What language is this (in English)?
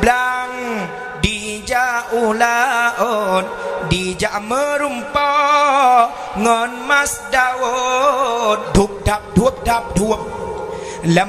Achinese